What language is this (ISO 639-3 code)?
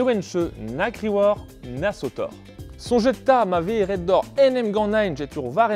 bre